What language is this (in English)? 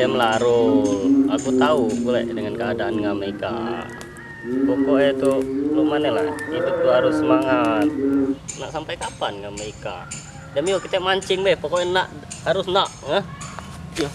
Musi